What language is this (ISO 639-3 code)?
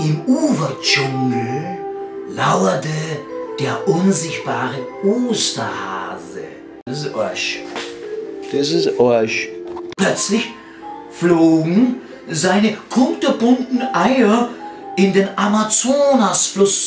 bar